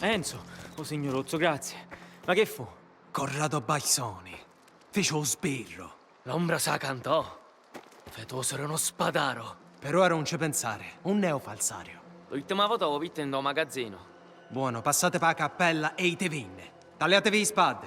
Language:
Sicilian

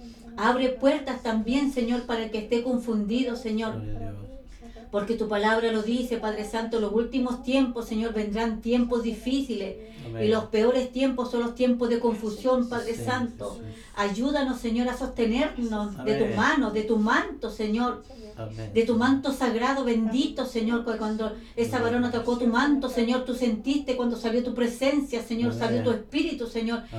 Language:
Spanish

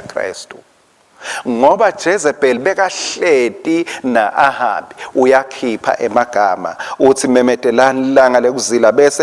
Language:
Swati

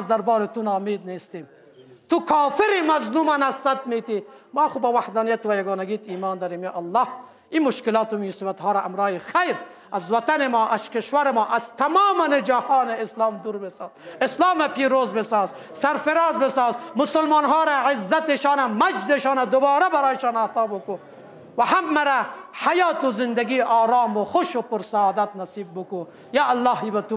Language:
Persian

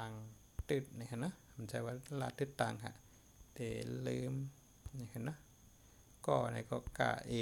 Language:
Shan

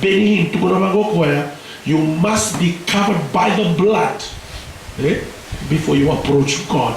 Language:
Fijian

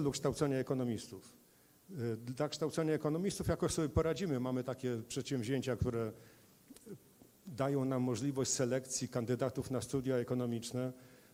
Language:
Polish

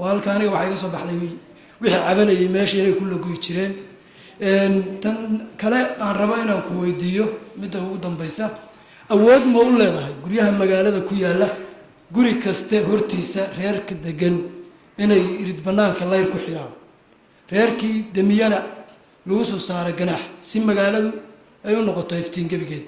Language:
Somali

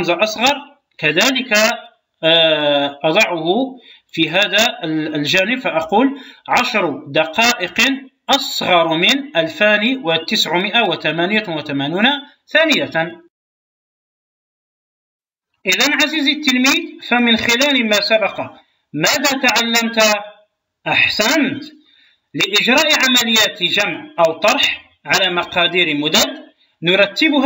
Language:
Arabic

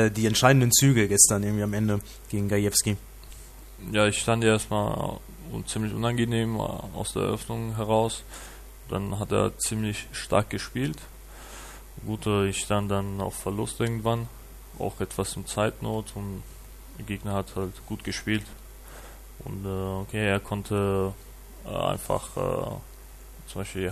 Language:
German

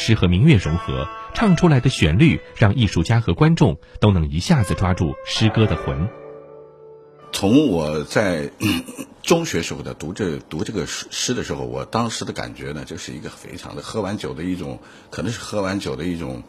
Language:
Chinese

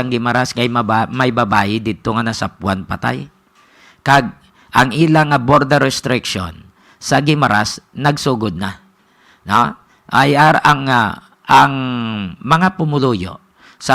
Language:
Hiligaynon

